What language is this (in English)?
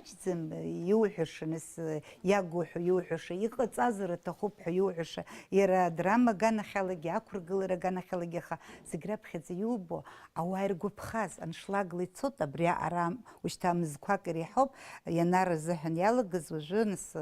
Abkhazian